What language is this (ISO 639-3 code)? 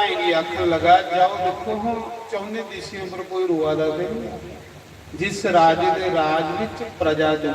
doi